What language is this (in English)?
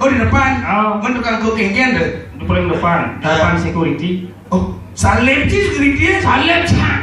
Balinese